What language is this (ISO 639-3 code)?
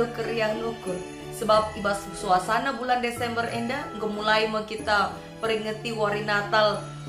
btx